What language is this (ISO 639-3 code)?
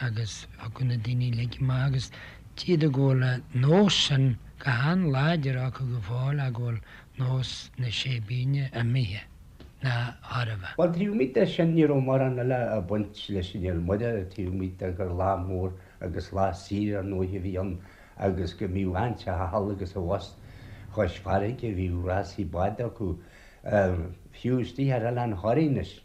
gle